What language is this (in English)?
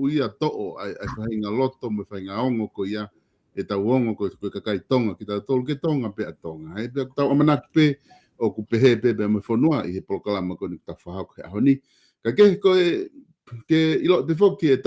Tongan